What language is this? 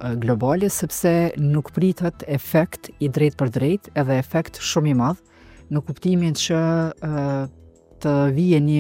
Albanian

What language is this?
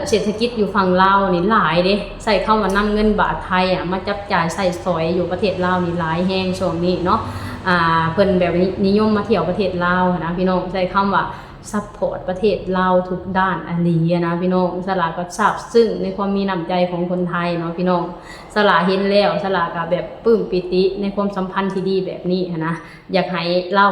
Lao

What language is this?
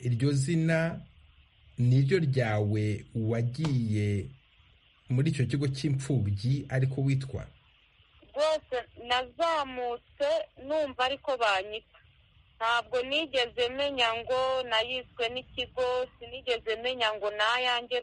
Kinyarwanda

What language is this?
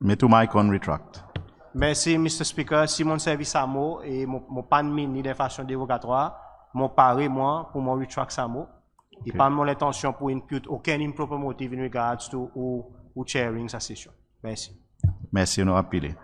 Seselwa Creole French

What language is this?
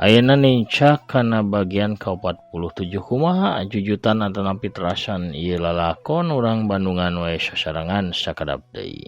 Sundanese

